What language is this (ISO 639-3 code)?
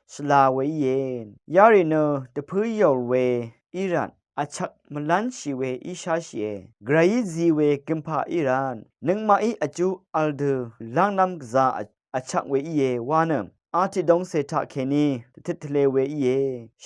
raw